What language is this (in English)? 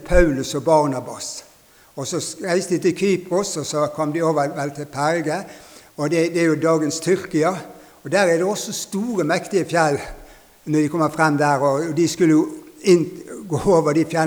Norwegian